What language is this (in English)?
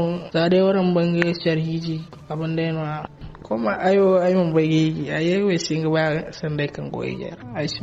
Zarma